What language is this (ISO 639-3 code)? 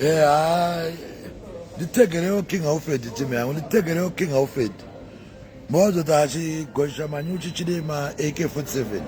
sna